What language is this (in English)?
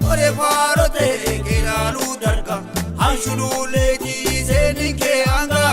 Sidamo